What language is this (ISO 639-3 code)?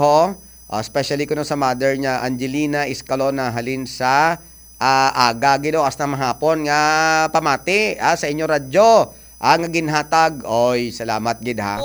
hil